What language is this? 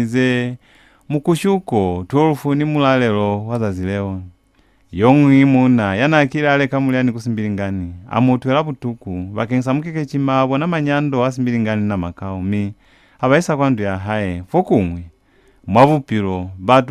Lozi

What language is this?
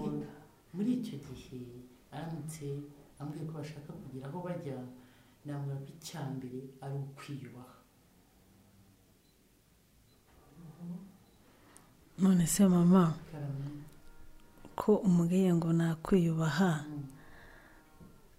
Kinyarwanda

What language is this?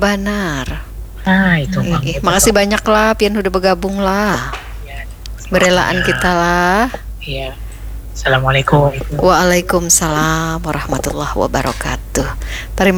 Banjar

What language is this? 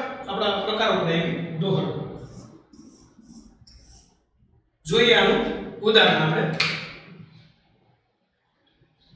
Gujarati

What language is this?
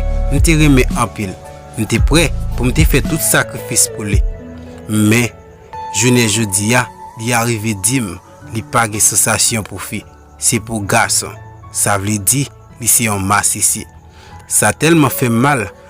Haitian Creole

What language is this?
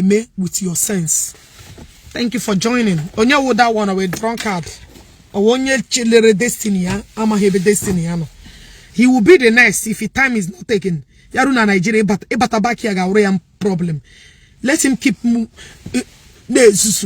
Igbo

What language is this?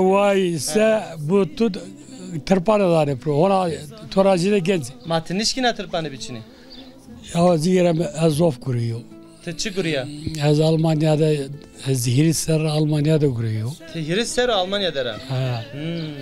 Zaza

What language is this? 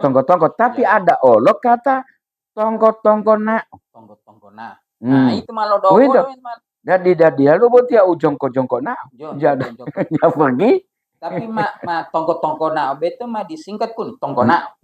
Gorontalo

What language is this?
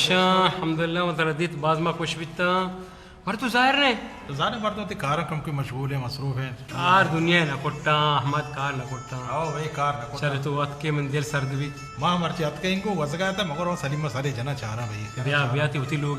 Baluchi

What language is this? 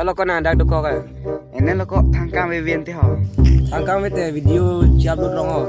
Karbi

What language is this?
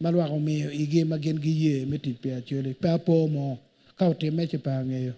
Acoli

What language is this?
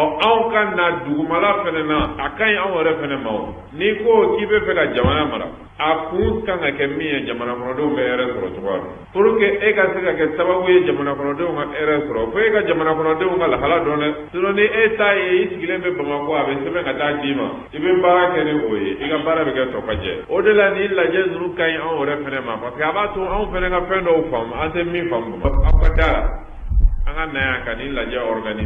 Bambara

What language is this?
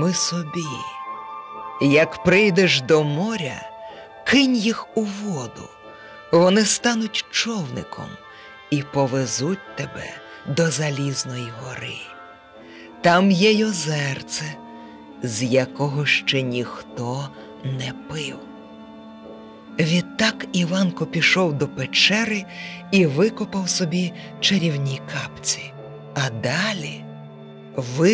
Ukrainian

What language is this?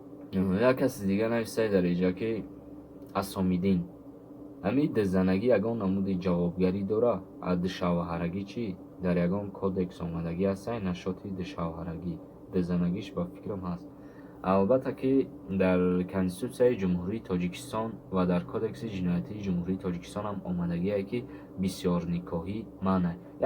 Tajik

